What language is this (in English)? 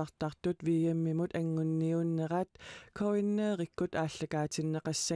Kalaallisut